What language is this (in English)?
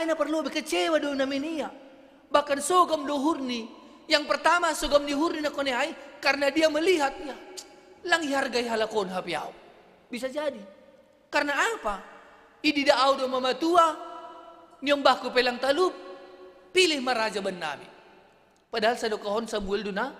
Batak Simalungun